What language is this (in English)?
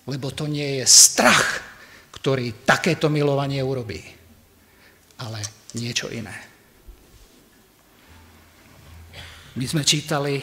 Slovak